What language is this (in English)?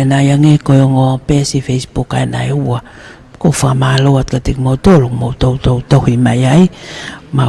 Tongan